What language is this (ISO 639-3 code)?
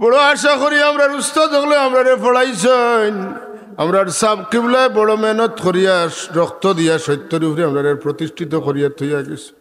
syl